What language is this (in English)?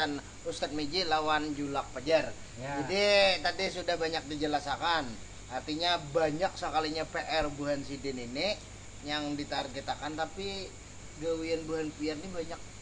Banjar